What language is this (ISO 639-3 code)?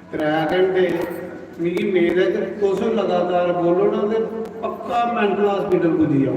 doi